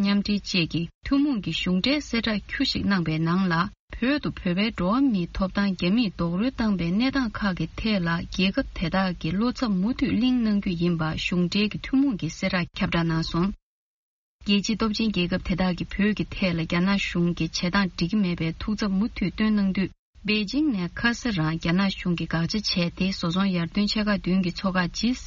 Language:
Tibetan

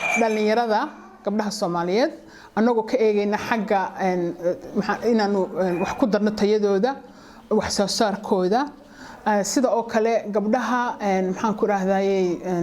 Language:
Somali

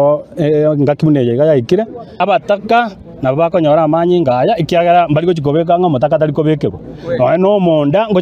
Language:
Gusii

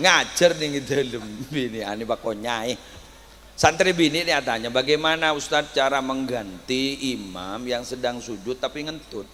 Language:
Madurese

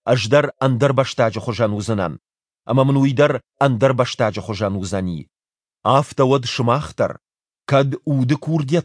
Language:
Ossetic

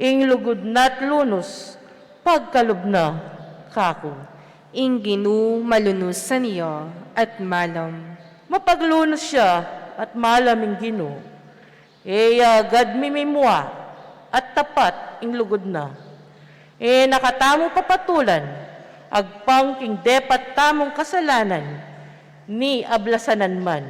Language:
Pampanga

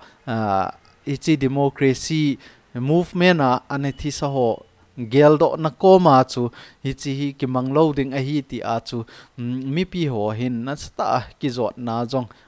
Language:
Thado Chin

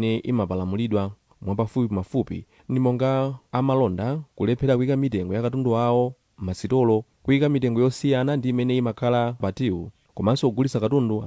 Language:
Nyanja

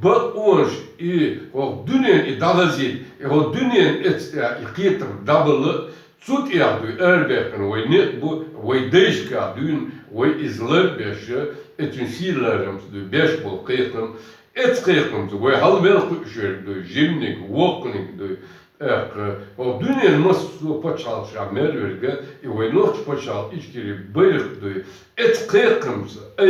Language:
Chechen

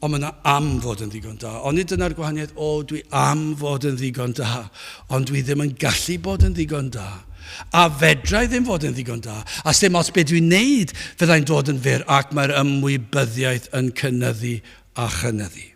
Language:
Welsh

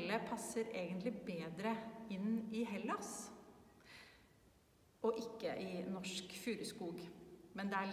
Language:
Norwegian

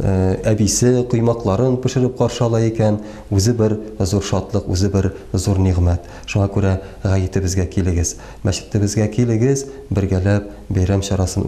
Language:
Tatar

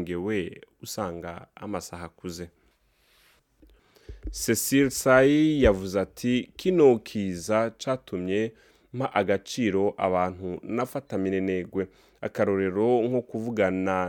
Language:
Rundi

